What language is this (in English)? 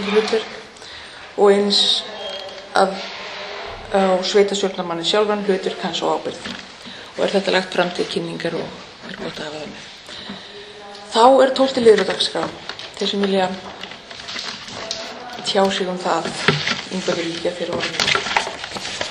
Icelandic